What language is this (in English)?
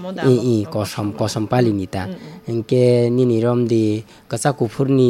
Kok Borok